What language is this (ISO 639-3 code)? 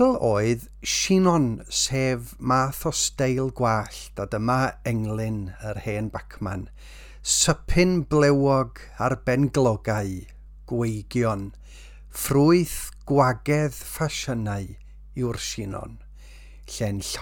cym